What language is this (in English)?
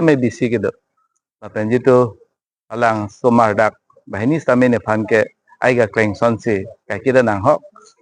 Karbi